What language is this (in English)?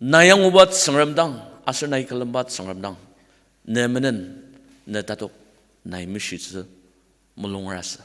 Ao Naga